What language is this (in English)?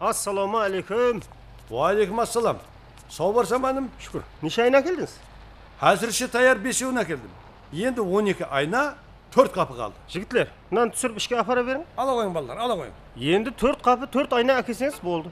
Kara-Kalpak